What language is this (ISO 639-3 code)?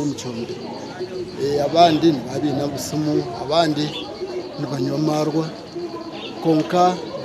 nyn